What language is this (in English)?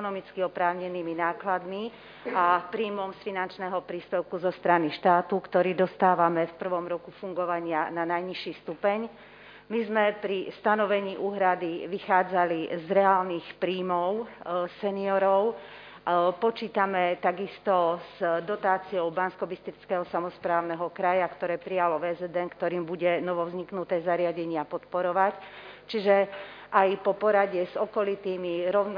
Slovak